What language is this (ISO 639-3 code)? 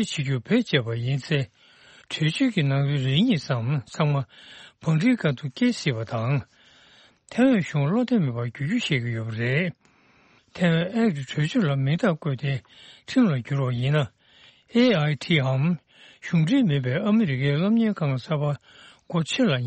bod